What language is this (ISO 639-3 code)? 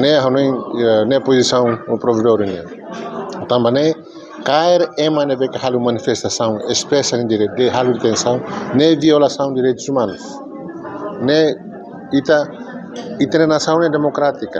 tet